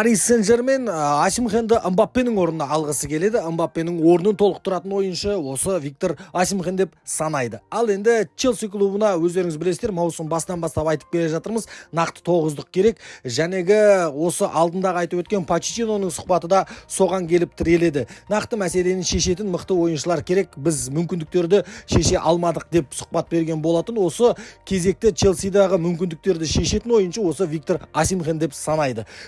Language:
Kazakh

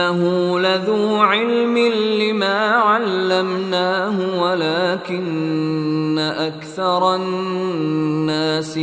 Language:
Baluchi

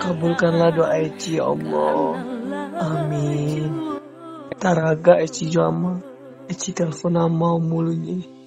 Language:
Minangkabau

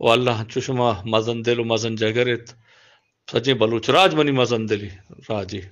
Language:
Baluchi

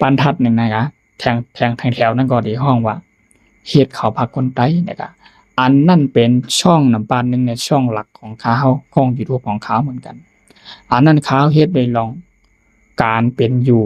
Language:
Shan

